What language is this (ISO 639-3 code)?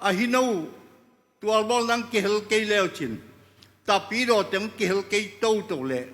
ctd